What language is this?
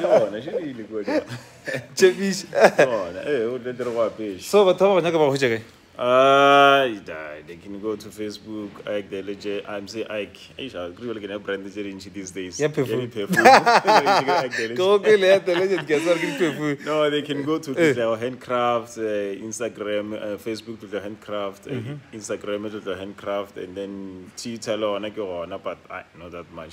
Northern Sotho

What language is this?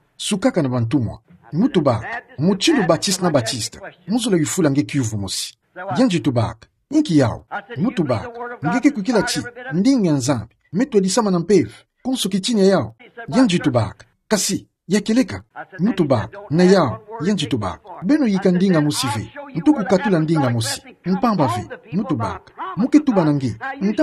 Kituba (Democratic Republic of Congo)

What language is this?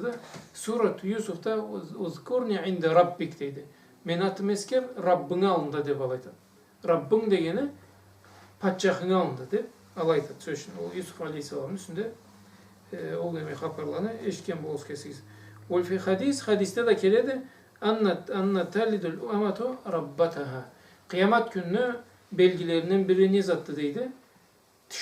Karachay-Balkar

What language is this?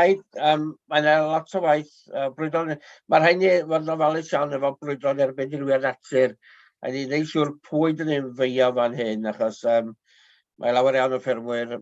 Welsh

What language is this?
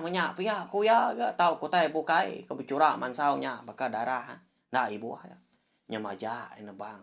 Iban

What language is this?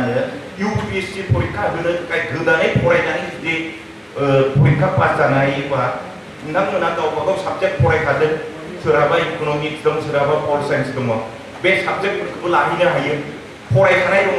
Bodo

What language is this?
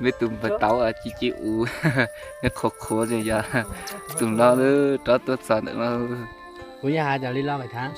Hmong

